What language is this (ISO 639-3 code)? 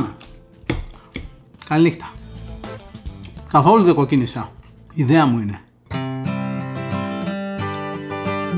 ell